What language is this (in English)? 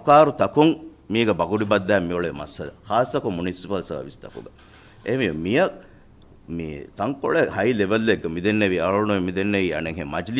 Divehi